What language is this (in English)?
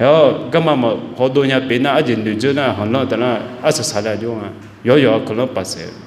Akha